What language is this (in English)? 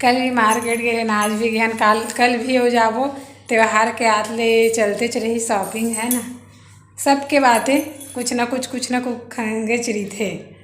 Chhattisgarhi